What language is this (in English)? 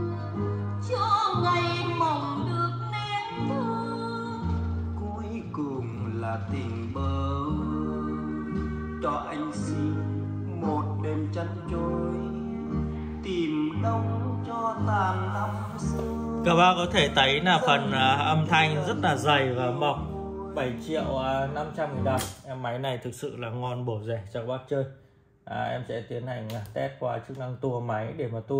Vietnamese